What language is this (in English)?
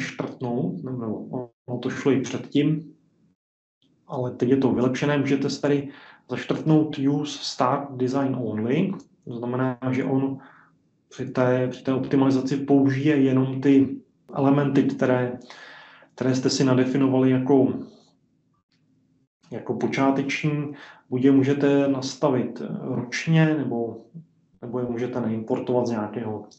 Czech